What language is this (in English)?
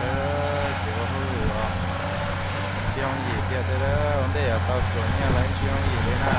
Hmong